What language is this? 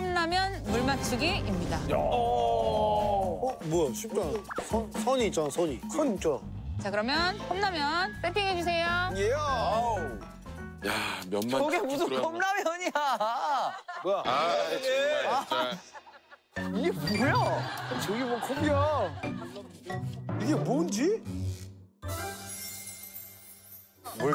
Korean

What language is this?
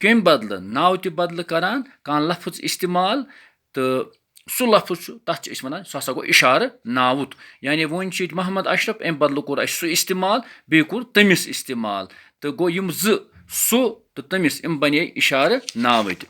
Kashmiri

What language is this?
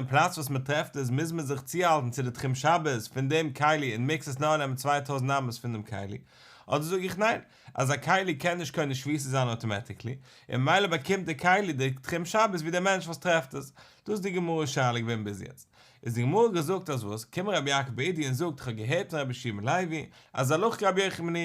Yiddish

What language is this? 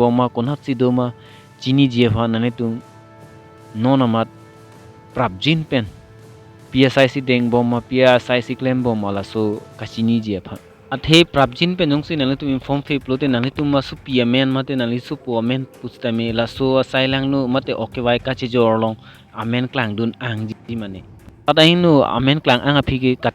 Karbi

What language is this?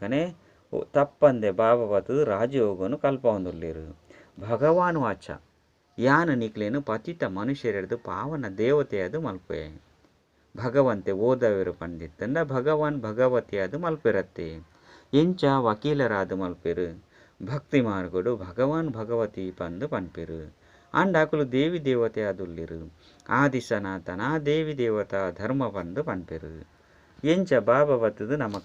Tulu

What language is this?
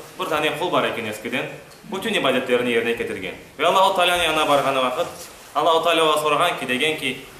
Crimean Tatar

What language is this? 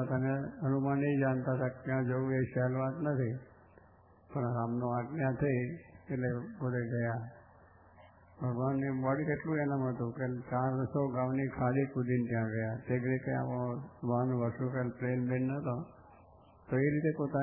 Gujarati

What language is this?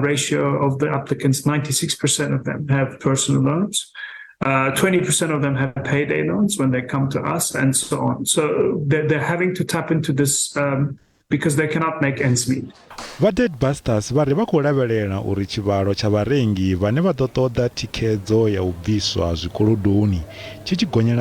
Venda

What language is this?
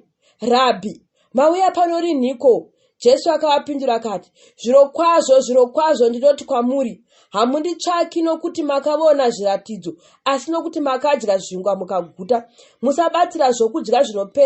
Shona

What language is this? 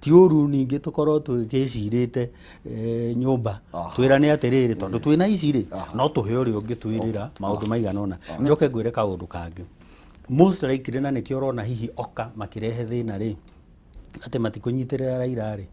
Kikuyu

